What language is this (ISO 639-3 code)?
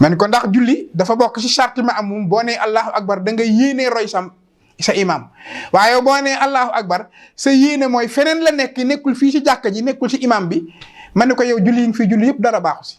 wol